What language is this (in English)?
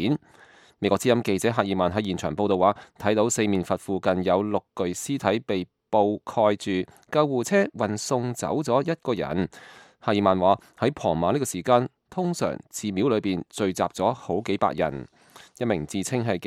Cantonese